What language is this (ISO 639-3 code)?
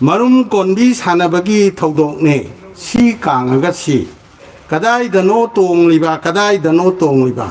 mni